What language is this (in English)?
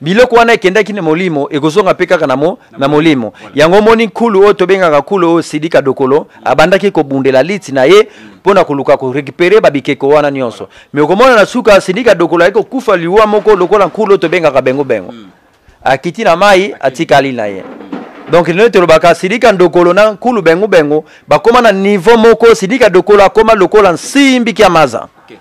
Lingala